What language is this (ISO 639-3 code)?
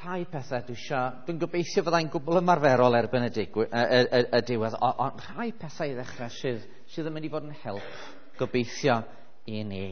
cym